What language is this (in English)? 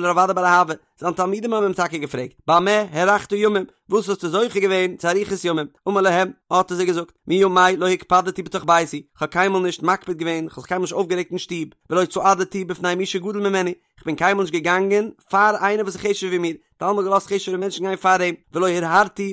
Yiddish